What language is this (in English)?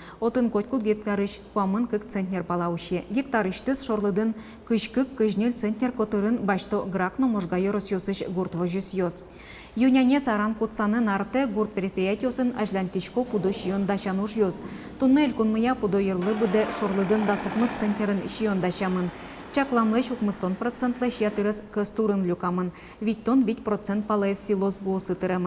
Udmurt